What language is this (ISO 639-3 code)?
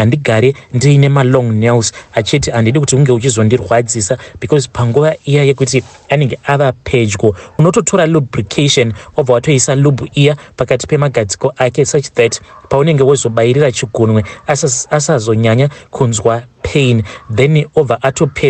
sna